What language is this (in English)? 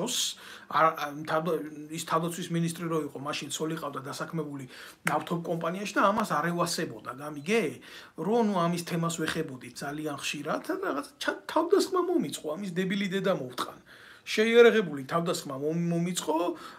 Georgian